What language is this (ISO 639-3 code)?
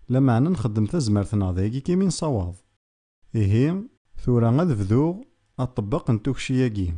kab